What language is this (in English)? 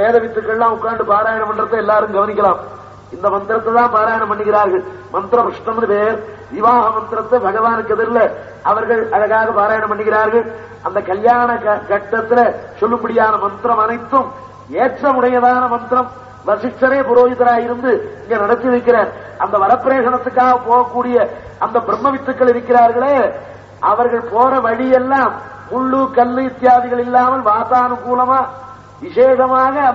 Tamil